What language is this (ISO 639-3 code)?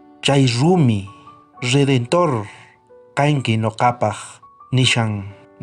quh